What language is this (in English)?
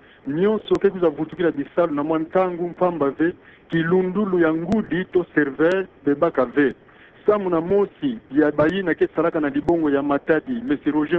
Kituba (Democratic Republic of Congo)